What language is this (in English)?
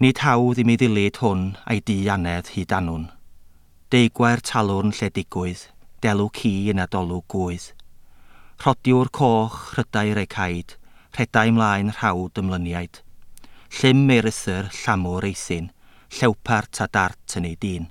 Welsh